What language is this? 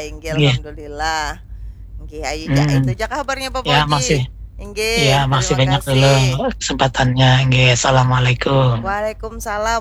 Banjar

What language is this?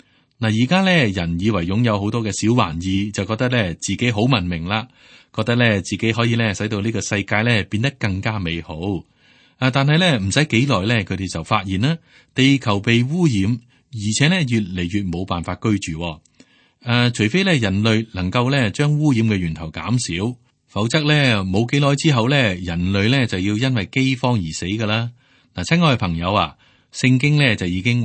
Cantonese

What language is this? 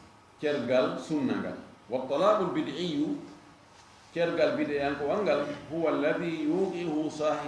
Fula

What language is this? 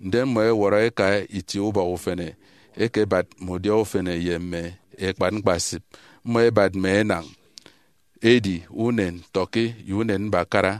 Efik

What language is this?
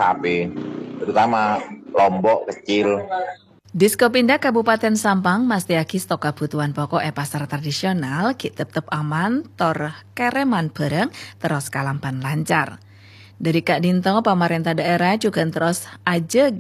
Madurese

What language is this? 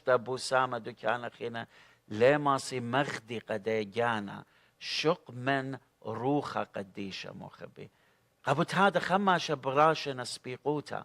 Assyrian Neo-Aramaic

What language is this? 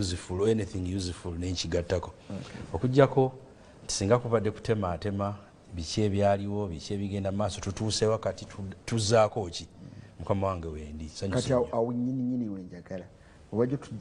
Ganda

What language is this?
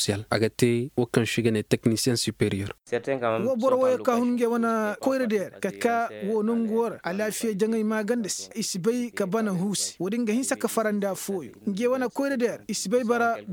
Koyraboro Senni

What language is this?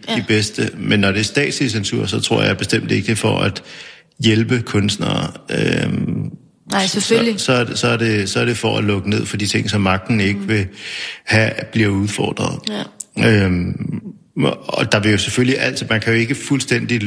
Danish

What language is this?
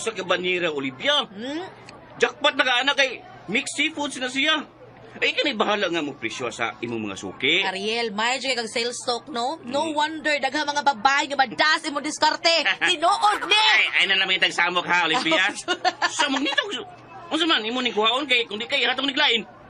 Cebuano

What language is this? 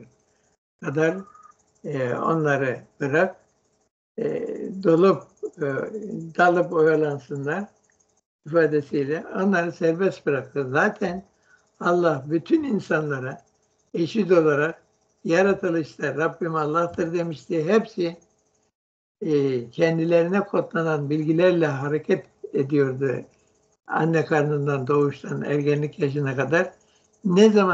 Turkish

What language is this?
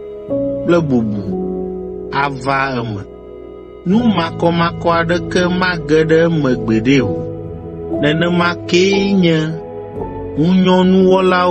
Ewe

